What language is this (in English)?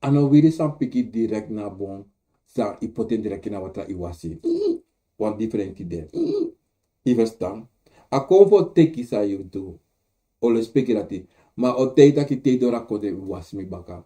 Sranan Tongo